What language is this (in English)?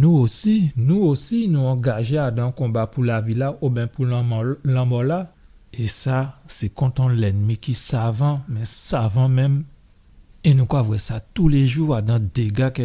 Guadeloupean Creole French